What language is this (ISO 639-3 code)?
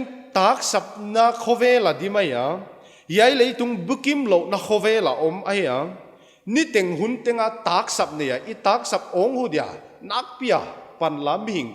pck